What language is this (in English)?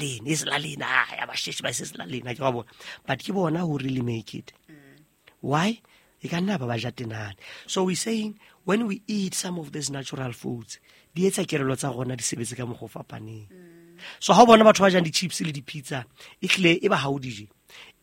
Southern Sotho